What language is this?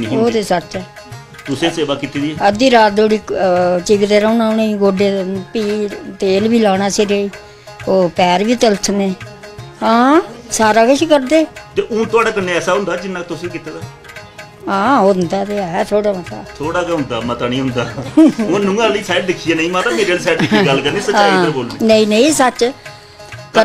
Dogri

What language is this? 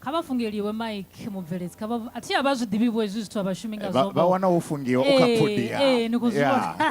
Venda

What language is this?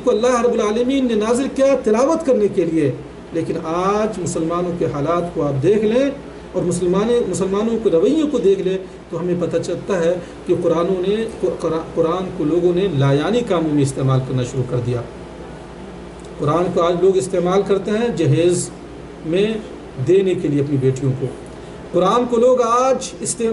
Urdu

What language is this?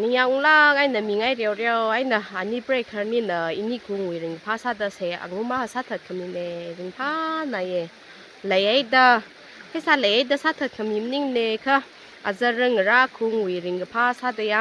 Tangkhul Naga (India)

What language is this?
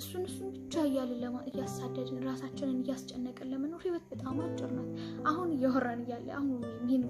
Amharic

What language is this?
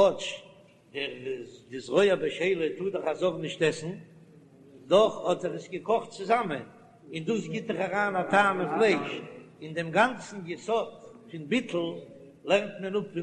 Yiddish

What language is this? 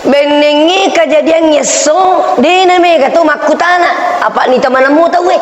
Buginese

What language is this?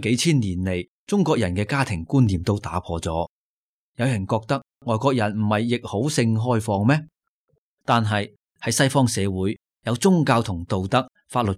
Cantonese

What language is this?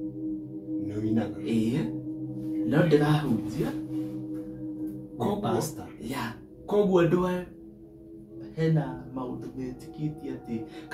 Kikuyu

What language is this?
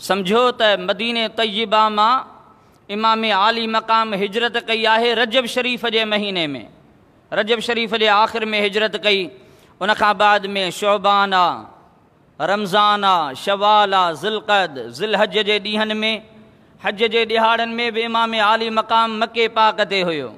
Sindhi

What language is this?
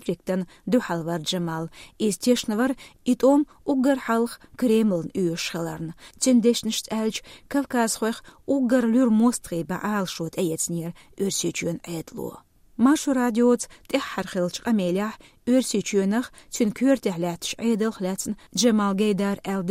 Chechen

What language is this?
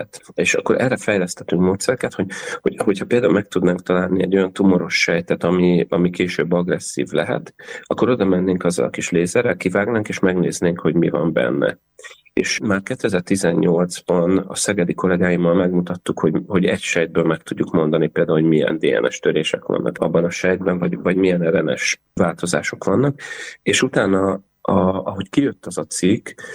Hungarian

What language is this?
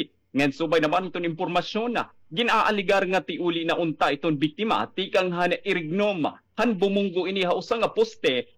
Waray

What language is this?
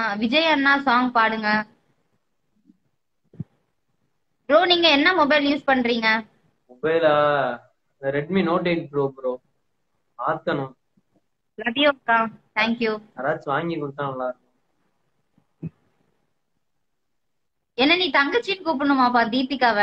Tamil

